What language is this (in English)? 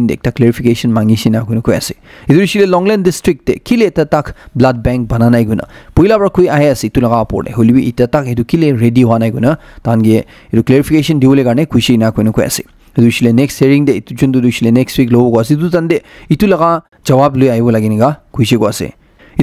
Naga Pidgin